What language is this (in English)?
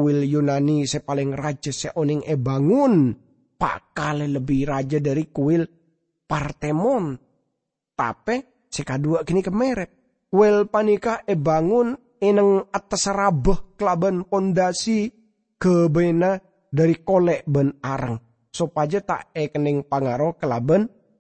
Madurese